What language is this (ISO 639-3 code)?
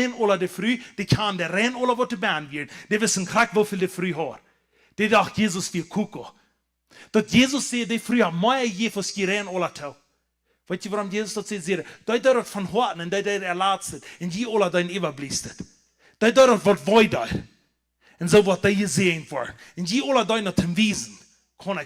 pdt